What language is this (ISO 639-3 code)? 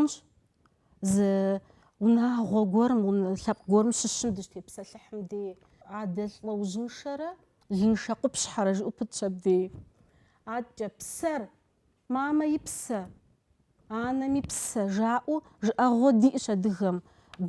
kbd